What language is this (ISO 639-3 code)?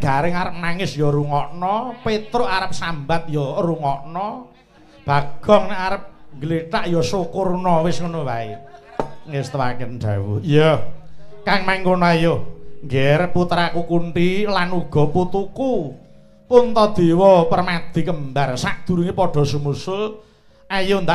jav